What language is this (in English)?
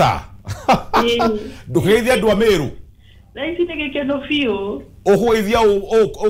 Kikuyu